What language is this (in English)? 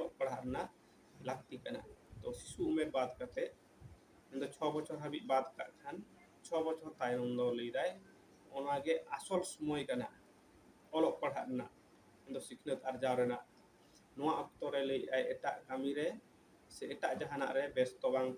Santali